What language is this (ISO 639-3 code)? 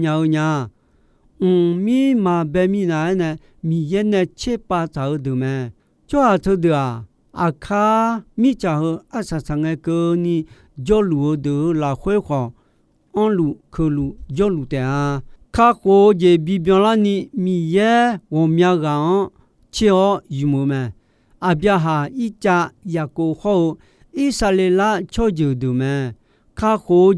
ahk